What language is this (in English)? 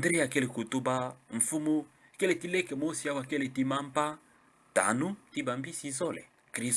Kituba (Democratic Republic of Congo)